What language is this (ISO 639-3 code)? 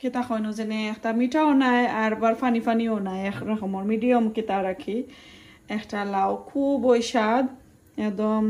syl